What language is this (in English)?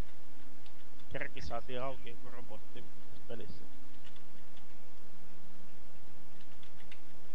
Finnish